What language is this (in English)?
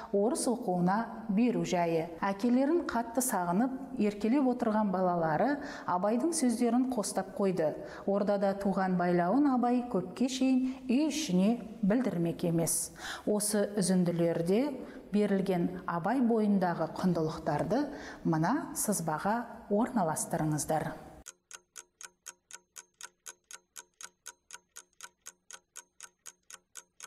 Kazakh